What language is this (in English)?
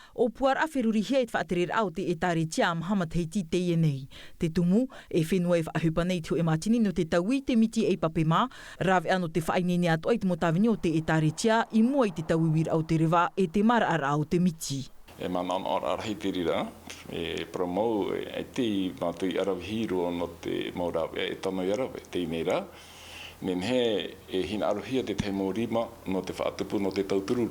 Tahitian